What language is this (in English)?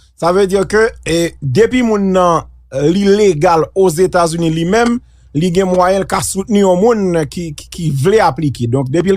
Haitian Creole